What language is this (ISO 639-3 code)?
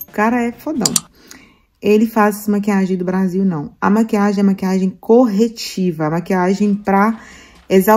por